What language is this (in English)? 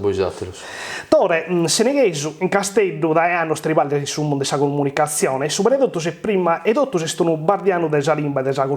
Sardinian